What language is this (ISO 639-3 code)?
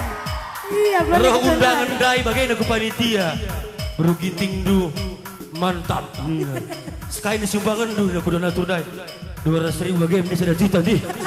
btx